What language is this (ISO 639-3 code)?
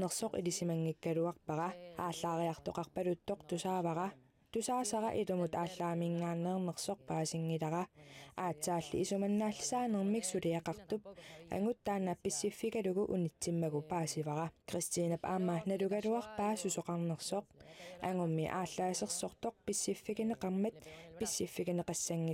kal